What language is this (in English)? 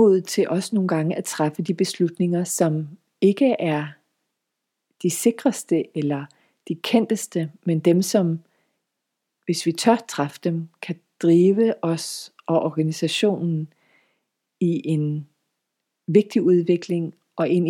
Danish